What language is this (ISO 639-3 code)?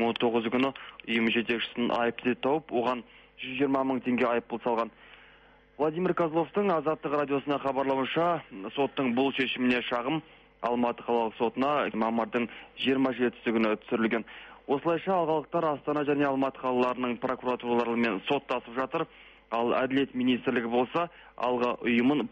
kaz